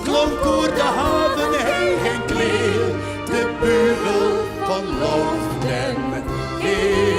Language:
Western Frisian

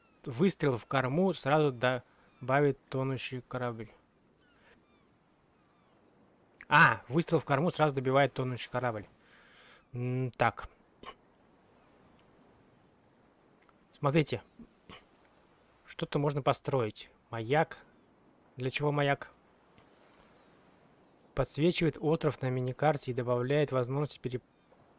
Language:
Russian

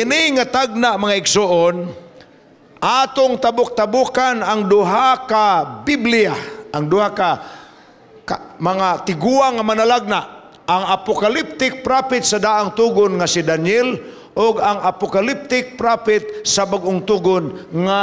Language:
Cebuano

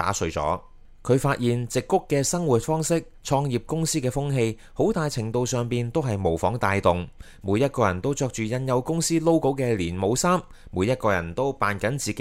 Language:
Cantonese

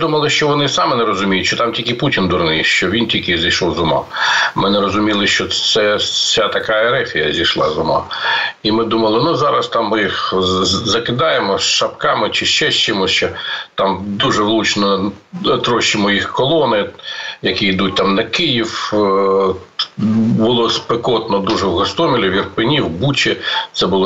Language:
Ukrainian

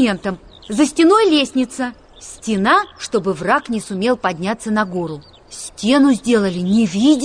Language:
Russian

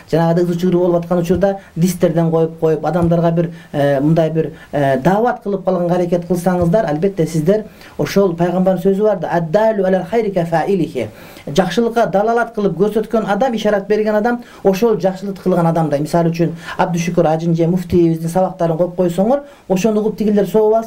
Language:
Kyrgyz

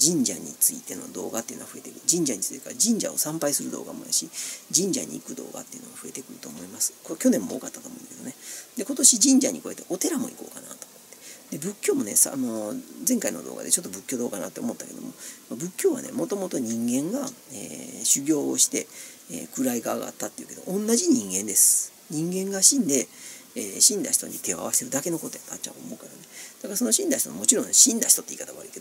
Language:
Japanese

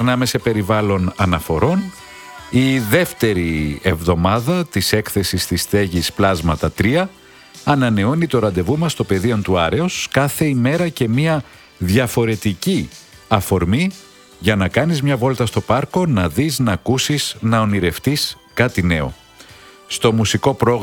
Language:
Greek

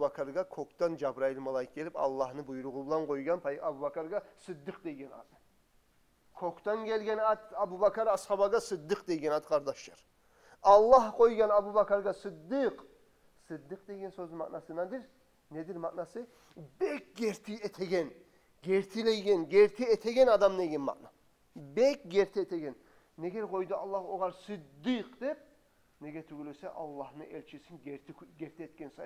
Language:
Kumyk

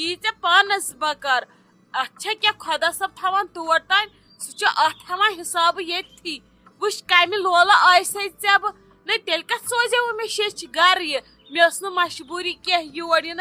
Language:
Kashmiri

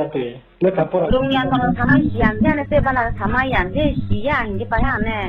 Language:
Riang (India)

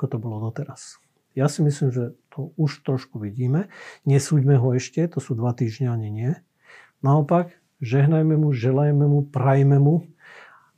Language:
Slovak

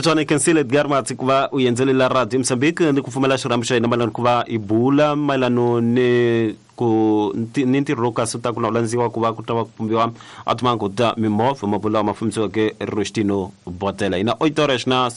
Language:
Tsonga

